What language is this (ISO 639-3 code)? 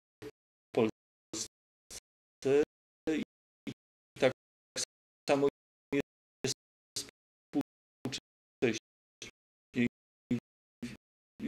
pol